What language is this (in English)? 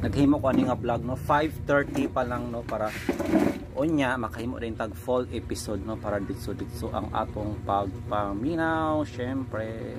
Cebuano